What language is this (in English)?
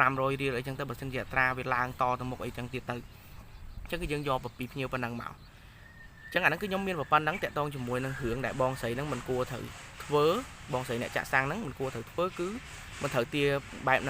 Khmer